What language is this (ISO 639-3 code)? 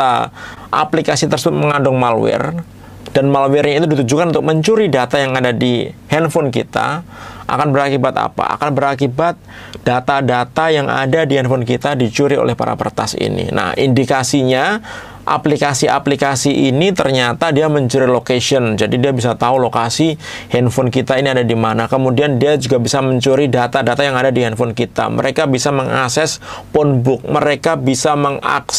ind